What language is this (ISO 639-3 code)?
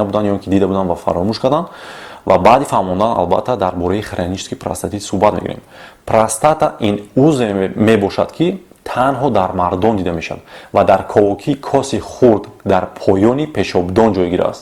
tgk